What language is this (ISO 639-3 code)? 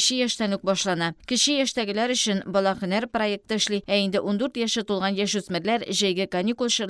tat